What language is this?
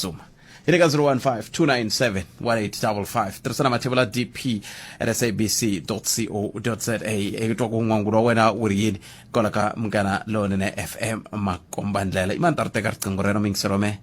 Tsonga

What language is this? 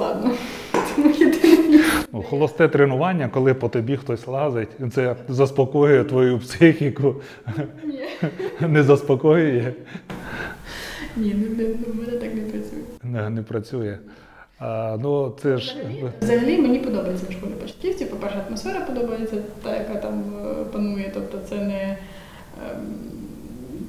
Ukrainian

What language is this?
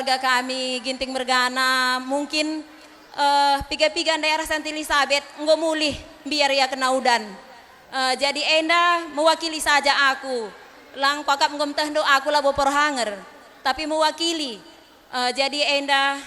Batak Karo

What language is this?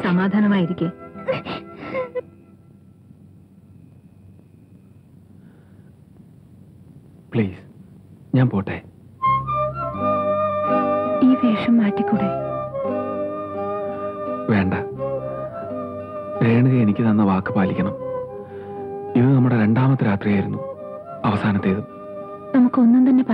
Malayalam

